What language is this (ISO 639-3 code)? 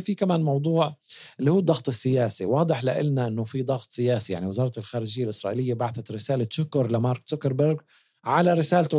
apc